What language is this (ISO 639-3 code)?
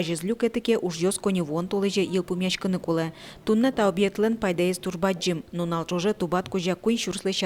udm